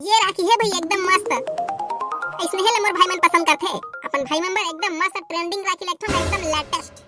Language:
Chhattisgarhi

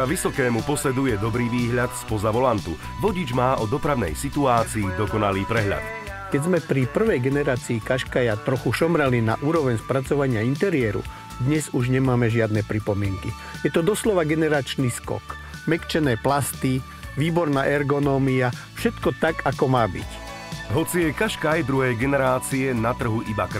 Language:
Slovak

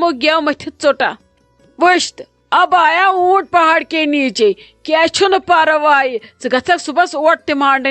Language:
Kashmiri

